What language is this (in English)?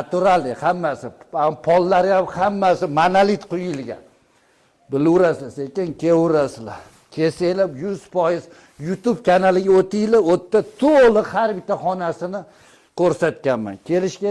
Uzbek